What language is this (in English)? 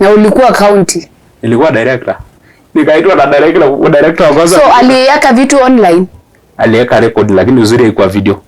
Masai